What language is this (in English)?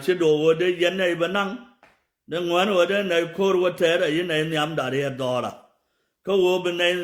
Nuer